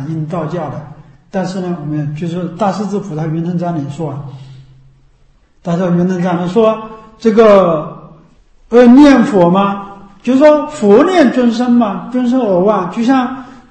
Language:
Chinese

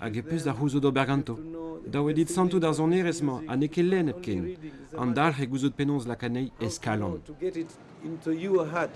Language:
Breton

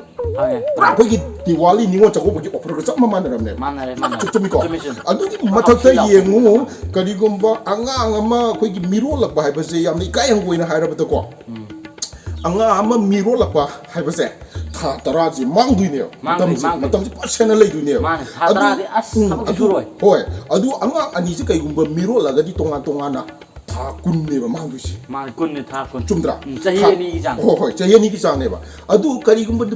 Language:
Manipuri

